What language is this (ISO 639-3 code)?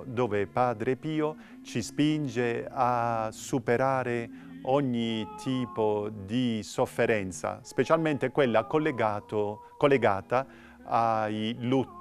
ita